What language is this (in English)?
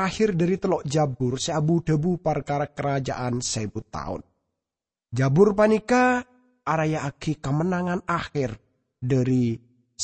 Madurese